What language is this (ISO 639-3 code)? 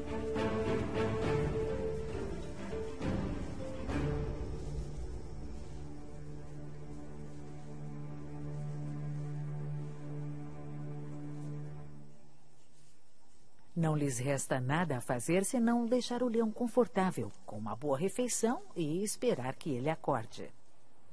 por